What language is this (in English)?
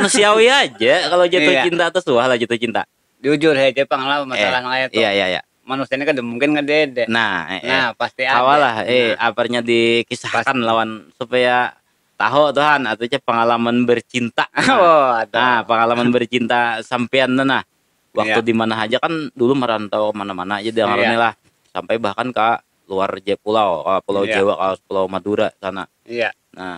Banjar